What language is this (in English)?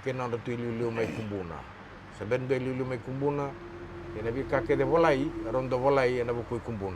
Fijian